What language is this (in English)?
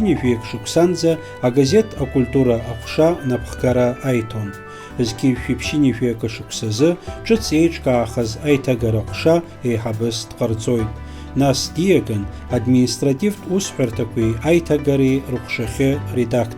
Abkhazian